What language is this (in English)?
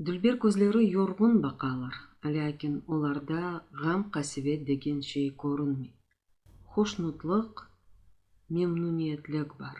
Crimean Tatar